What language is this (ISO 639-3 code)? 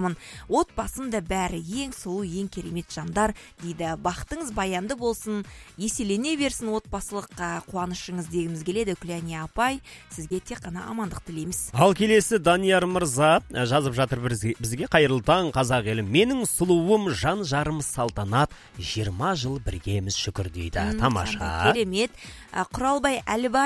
kaz